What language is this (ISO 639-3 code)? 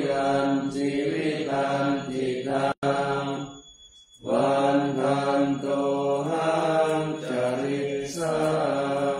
pli